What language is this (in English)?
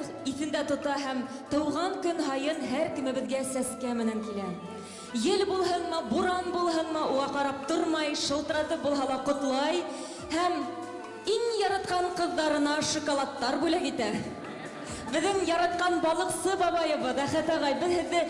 Bashkir